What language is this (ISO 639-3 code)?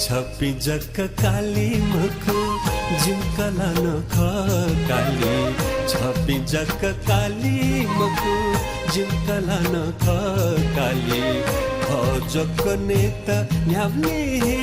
new